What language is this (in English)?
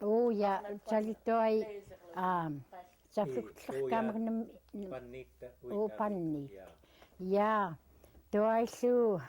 Central Yupik